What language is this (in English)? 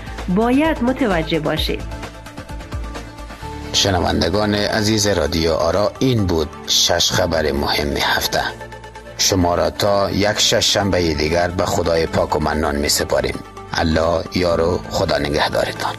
Persian